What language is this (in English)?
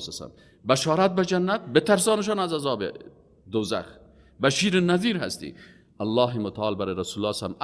Persian